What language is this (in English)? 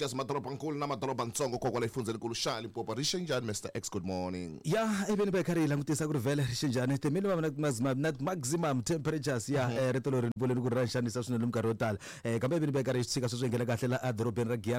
Tsonga